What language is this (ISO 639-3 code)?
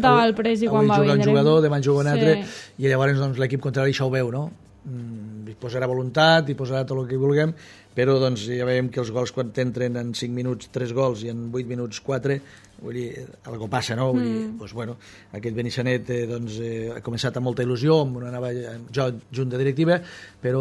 cat